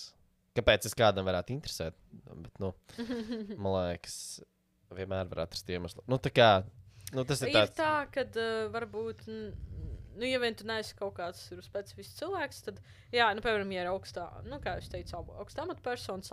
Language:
Latvian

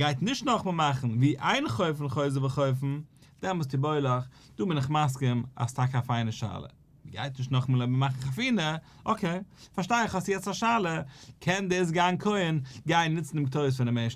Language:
Yiddish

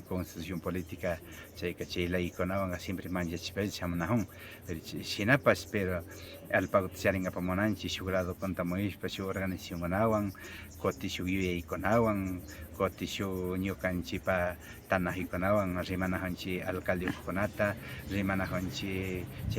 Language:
Imbabura Highland Quichua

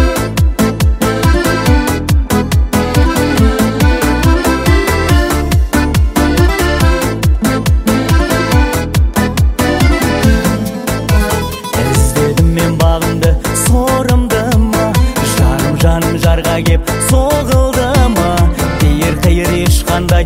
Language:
Kazakh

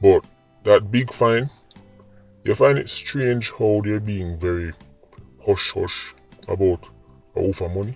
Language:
Jamaican Creole English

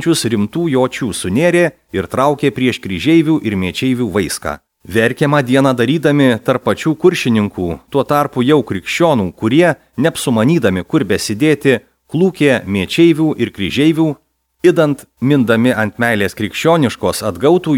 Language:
Lithuanian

